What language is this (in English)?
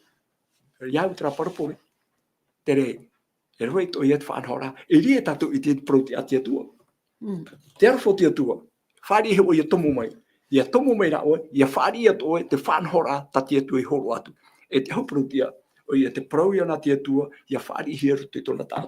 Tahitian